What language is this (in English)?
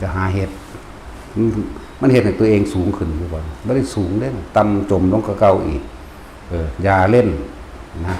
Northeastern Thai